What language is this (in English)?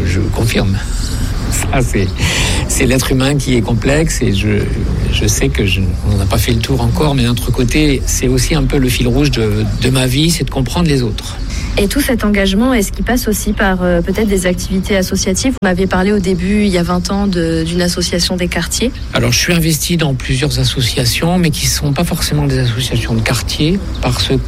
French